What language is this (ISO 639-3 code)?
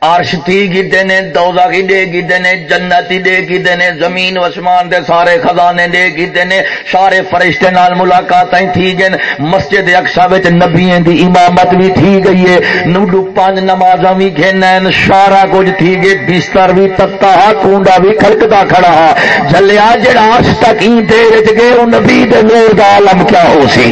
skr